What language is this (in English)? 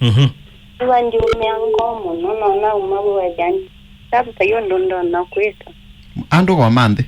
Kamba